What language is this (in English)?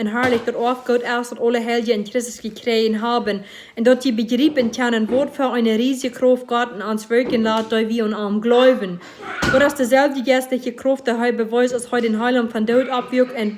Plautdietsch